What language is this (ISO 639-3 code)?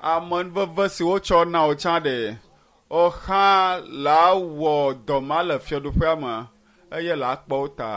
ewe